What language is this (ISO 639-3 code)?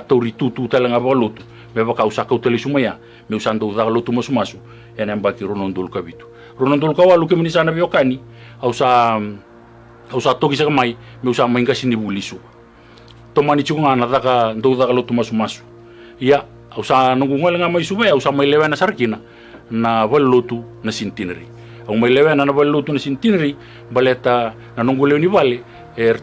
fij